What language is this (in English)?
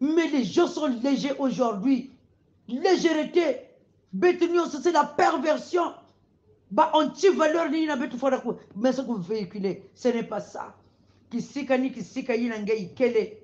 Kongo